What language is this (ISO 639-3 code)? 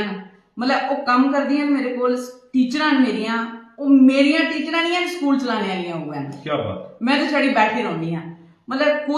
doi